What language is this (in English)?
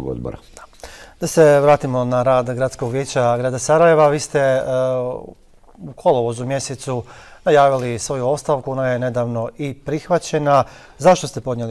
Bosnian